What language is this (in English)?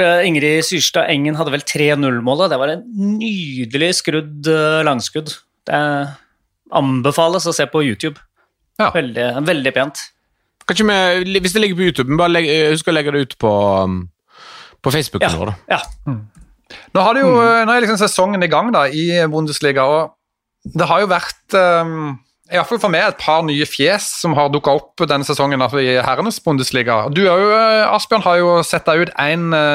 Norwegian